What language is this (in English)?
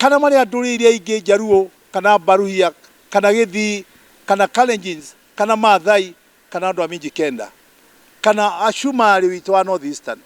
Kikuyu